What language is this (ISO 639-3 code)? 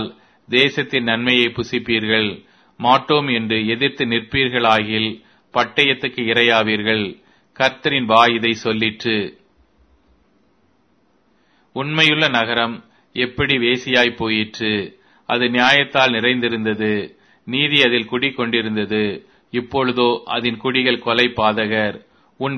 tam